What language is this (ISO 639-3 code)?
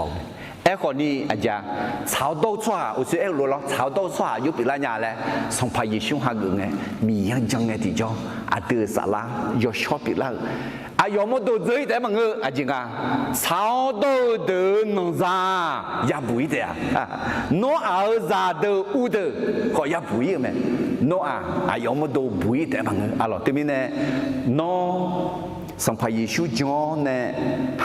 ahk